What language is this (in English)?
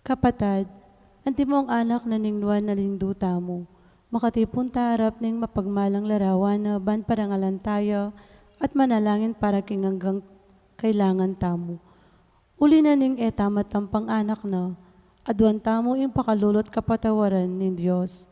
Pampanga